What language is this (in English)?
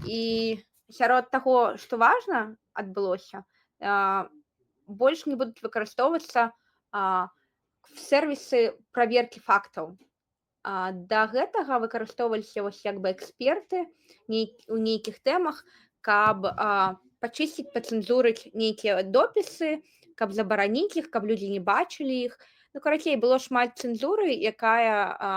Belarusian